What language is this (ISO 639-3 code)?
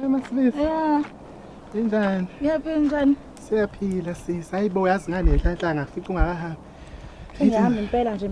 zul